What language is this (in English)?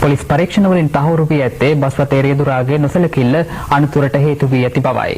Sinhala